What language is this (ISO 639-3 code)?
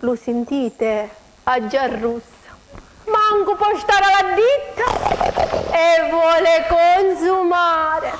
scn